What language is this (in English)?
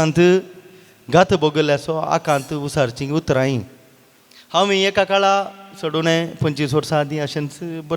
Konkani